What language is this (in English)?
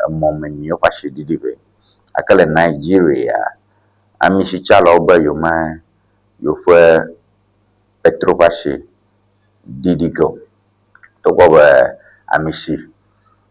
Ewe